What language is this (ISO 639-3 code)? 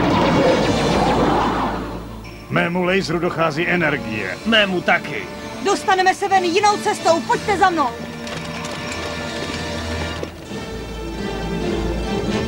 ces